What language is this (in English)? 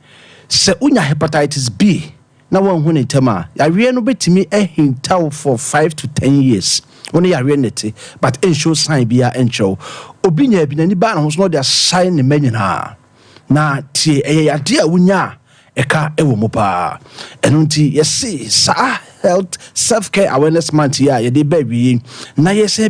Akan